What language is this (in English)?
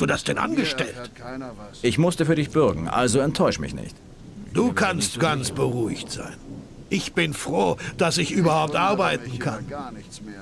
Bavarian